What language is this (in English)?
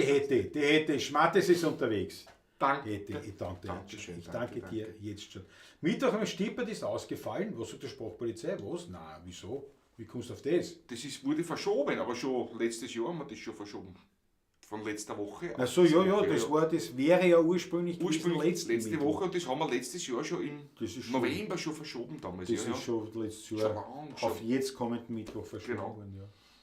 Bavarian